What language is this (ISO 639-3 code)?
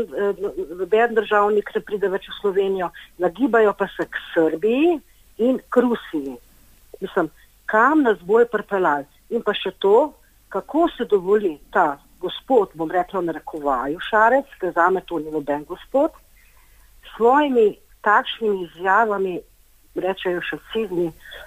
slv